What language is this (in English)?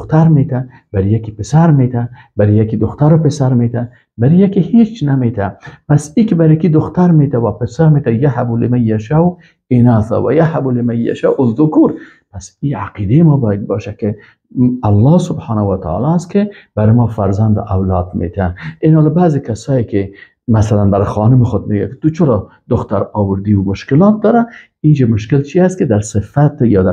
Persian